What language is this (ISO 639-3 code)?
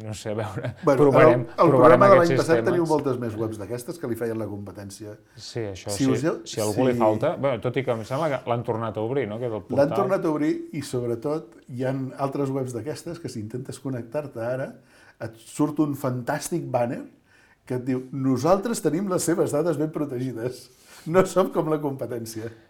cat